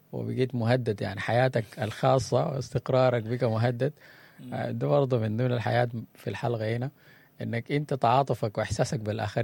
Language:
Sudanese Arabic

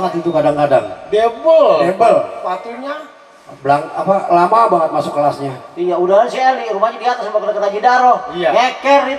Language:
Betawi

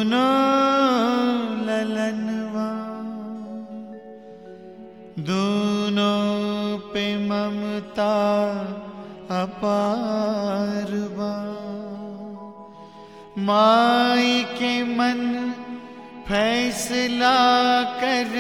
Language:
Bhojpuri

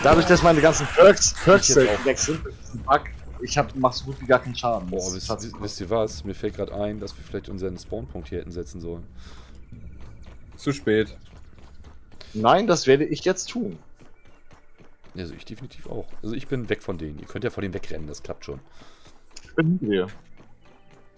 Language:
German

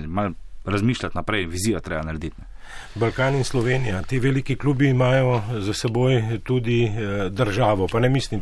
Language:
Slovenian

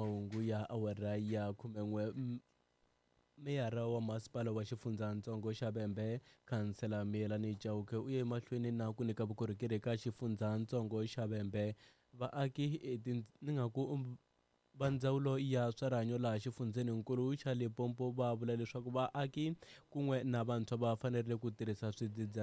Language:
Tsonga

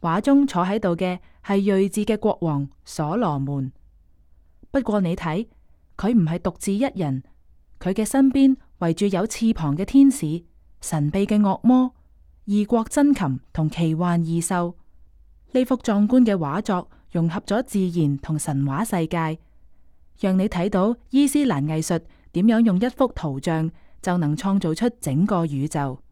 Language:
Cantonese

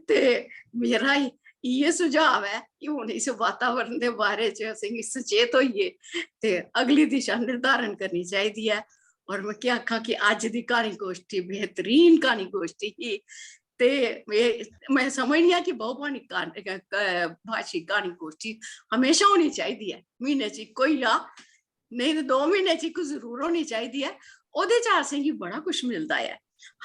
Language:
Dogri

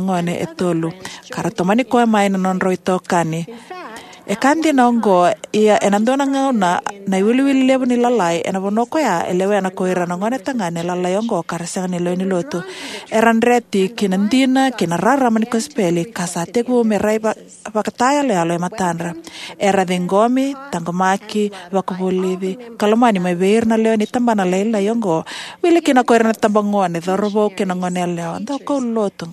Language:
Fijian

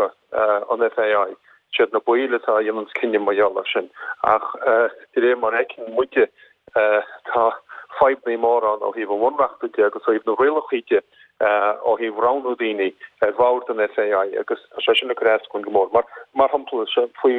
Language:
Irish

